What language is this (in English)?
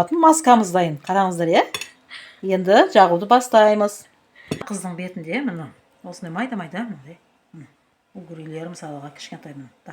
Kazakh